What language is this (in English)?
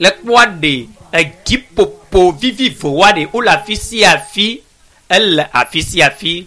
Ewe